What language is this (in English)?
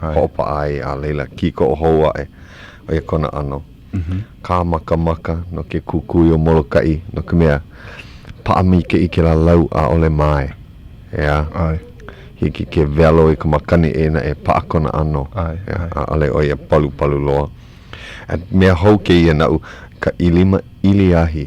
Hawaiian